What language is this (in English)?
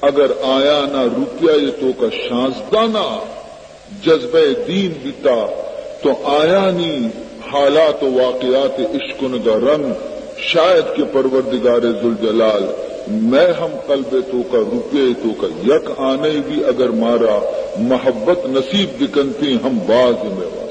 Baluchi